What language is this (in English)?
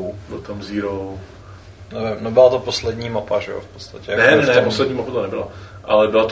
Czech